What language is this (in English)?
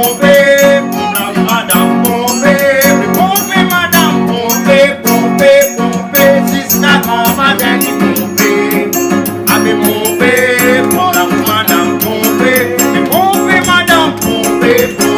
Réunion Creole French